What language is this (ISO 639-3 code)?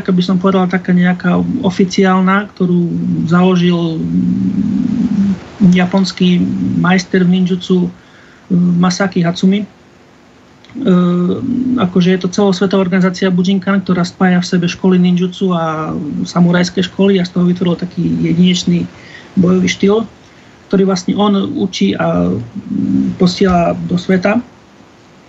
slk